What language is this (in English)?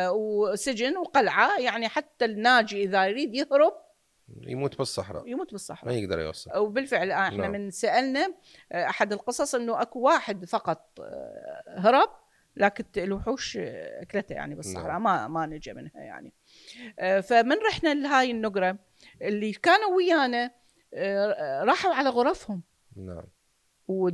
Mesopotamian Arabic